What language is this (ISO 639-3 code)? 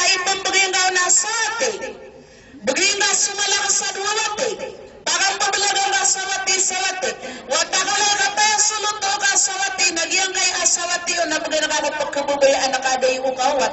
mrw